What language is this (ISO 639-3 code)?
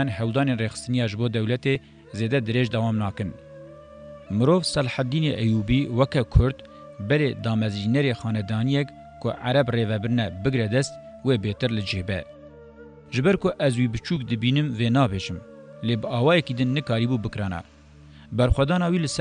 kur